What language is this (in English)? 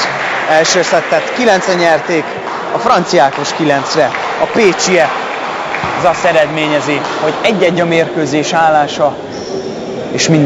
Hungarian